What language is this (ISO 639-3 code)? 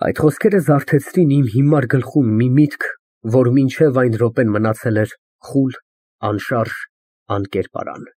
hye